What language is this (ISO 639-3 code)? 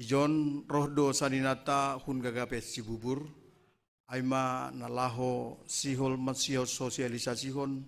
bts